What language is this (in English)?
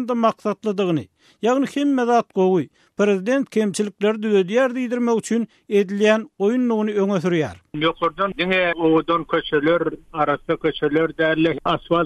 Turkmen